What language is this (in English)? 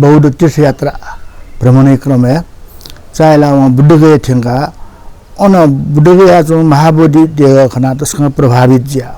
Newari